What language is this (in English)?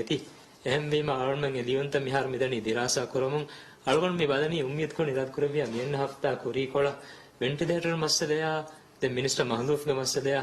Divehi